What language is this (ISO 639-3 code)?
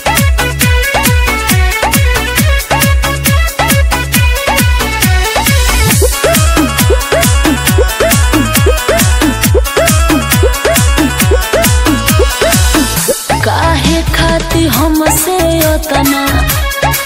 bho